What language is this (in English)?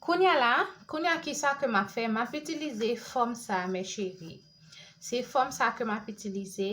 Haitian Creole